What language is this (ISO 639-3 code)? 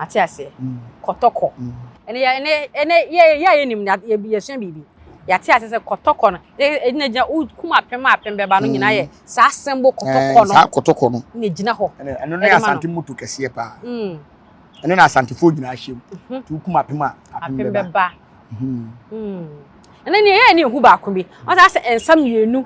aka